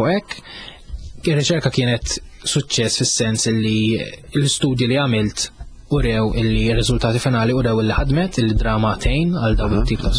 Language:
Maltese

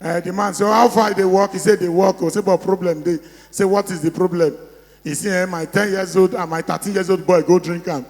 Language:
Nigerian Pidgin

